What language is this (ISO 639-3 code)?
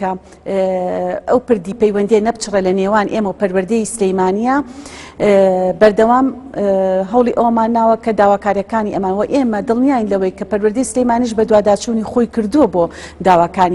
ckb